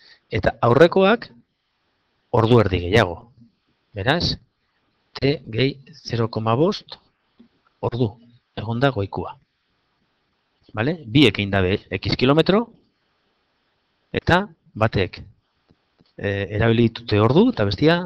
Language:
Basque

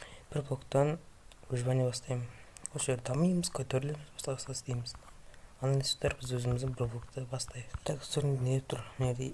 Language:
Kazakh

